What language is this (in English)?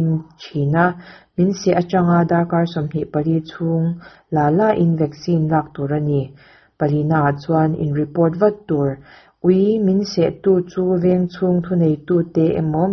Mizo